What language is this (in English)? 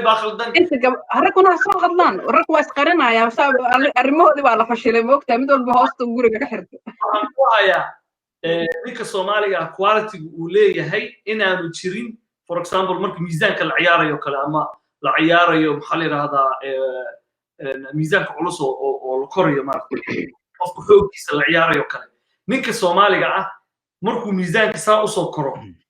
Somali